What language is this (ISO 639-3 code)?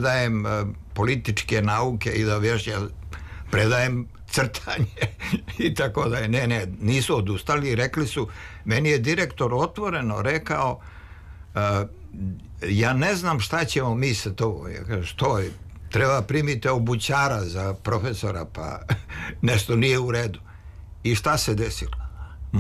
srp